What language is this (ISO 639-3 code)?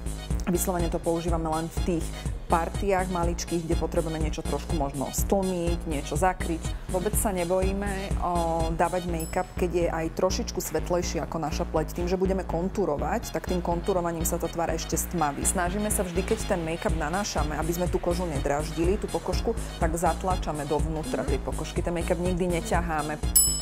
slk